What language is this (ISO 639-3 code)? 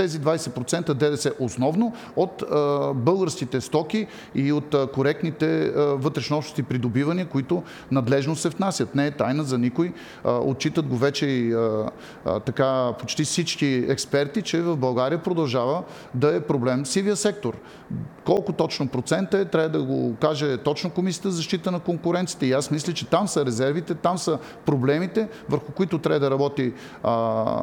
bul